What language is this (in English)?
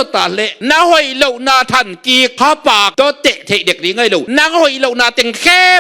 Tedim Chin